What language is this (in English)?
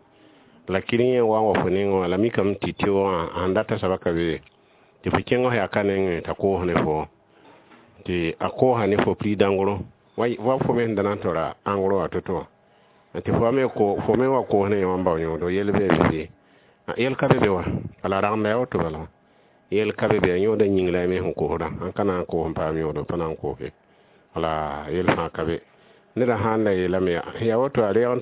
Mossi